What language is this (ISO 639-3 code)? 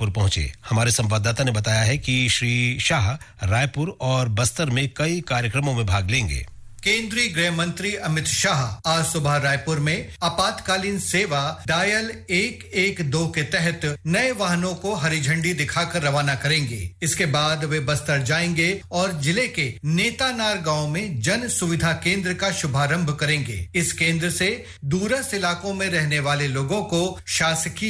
hin